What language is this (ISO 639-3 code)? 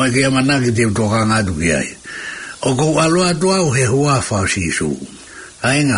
ton